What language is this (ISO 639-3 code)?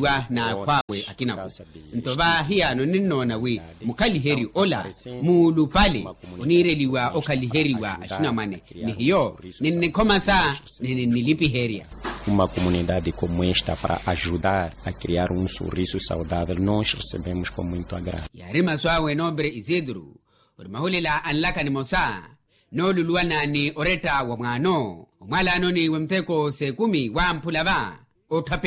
vmw